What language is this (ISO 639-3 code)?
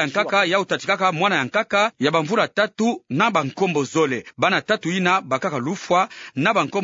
ktu